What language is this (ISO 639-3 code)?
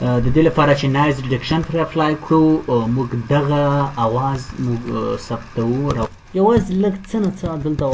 pus